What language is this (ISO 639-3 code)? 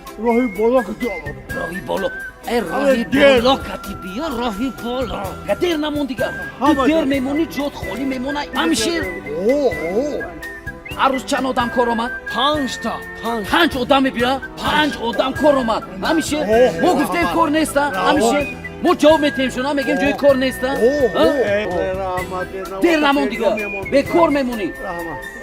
tgk